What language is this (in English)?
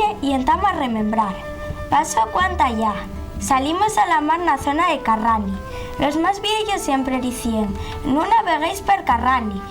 Asturian